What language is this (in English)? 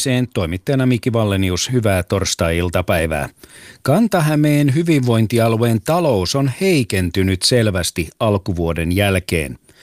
Finnish